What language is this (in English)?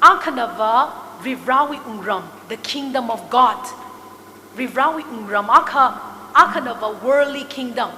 Tangkhul Naga (India)